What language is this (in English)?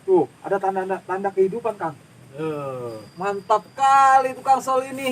Betawi